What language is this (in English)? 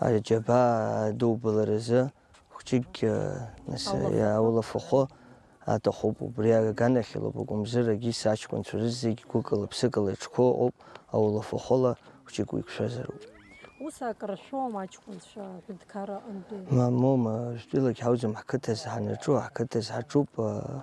Abkhazian